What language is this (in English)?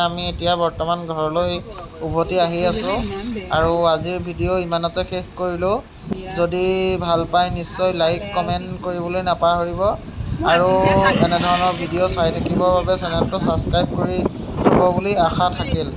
Assamese